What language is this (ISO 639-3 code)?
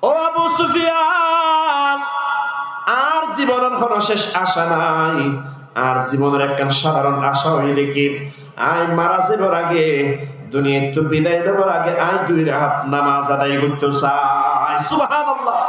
rhg